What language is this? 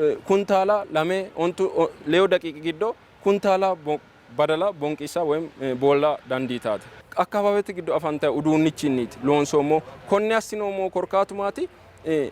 Sidamo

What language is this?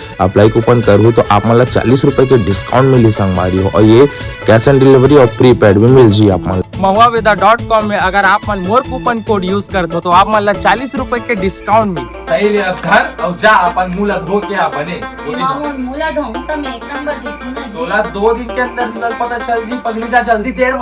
Chhattisgarhi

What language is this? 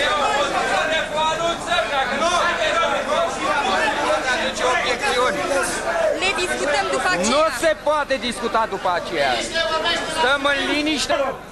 Romanian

